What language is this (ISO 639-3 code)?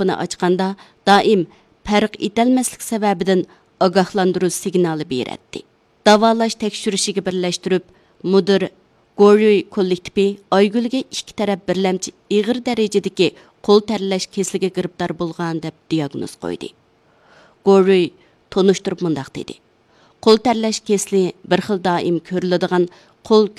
uig